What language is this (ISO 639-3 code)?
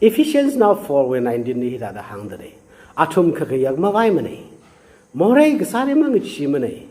nmf